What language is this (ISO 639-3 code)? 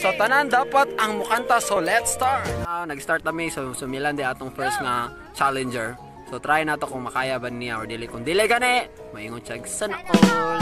ceb